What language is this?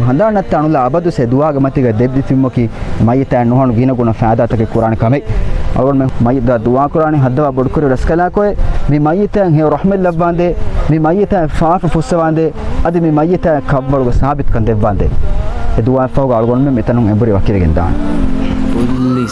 Divehi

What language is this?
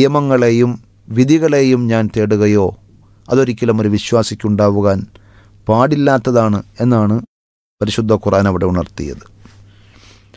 Malayalam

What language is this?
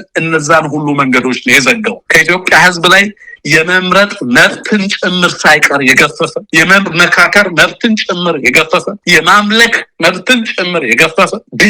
Amharic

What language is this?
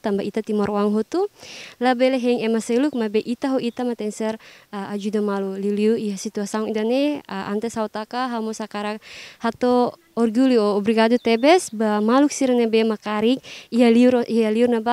Tetum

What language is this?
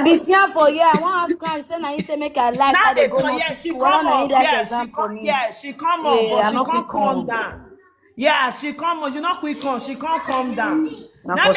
Nigerian Pidgin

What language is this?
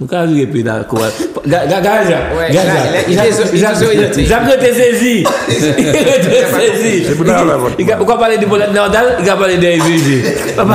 French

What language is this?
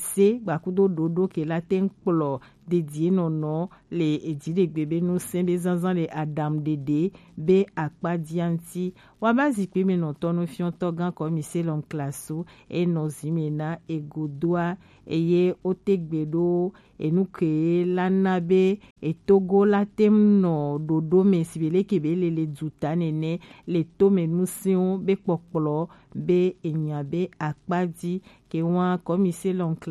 Gen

